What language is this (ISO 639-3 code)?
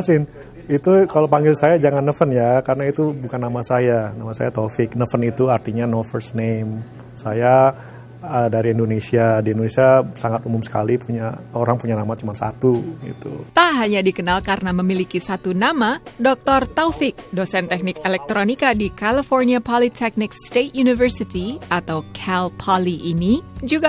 ind